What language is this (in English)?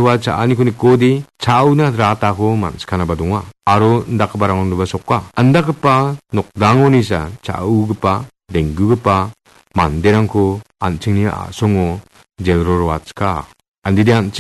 Garo